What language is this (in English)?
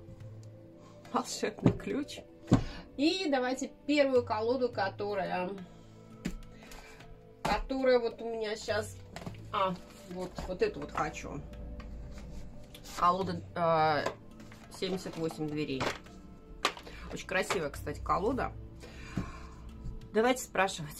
Russian